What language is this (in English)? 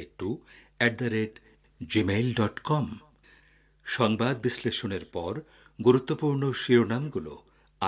Bangla